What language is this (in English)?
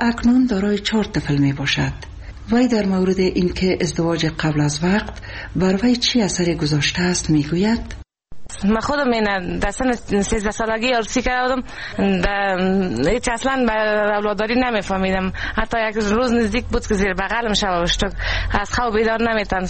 Persian